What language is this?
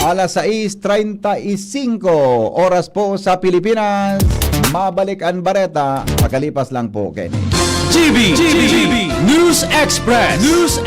Bikol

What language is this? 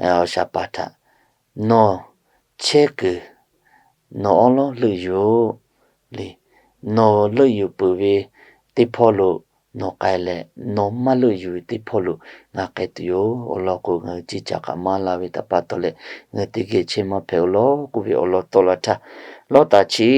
Lahu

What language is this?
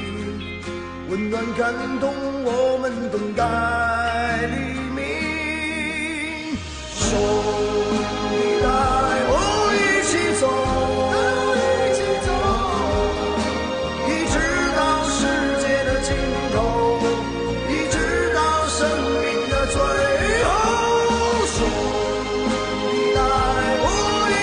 Chinese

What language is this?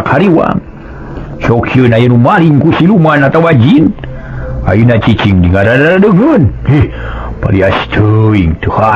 Sundanese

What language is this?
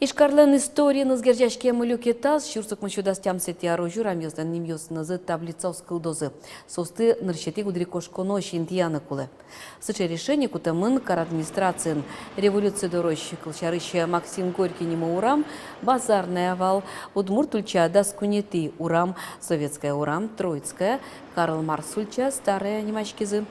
Udmurt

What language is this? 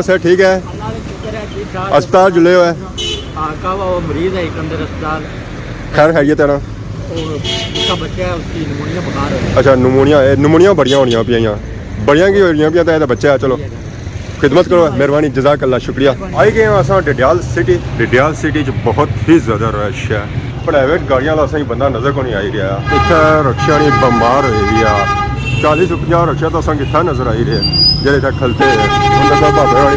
Pahari-Potwari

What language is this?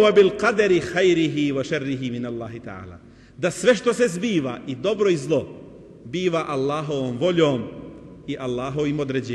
Bosnian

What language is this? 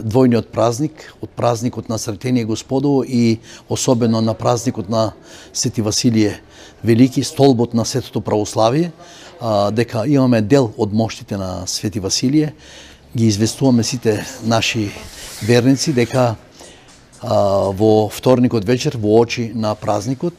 Macedonian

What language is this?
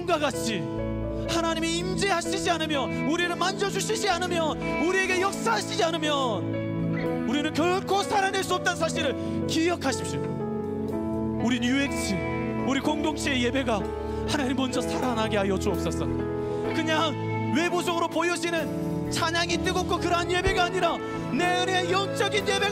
Korean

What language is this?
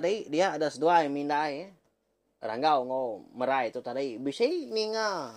Iban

